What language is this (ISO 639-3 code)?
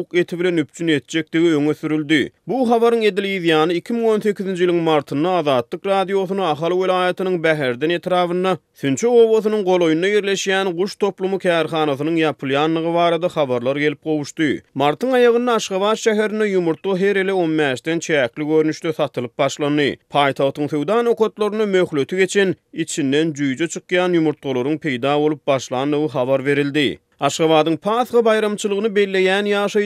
tuk